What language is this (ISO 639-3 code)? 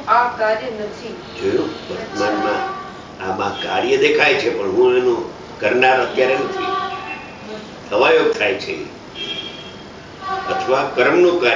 guj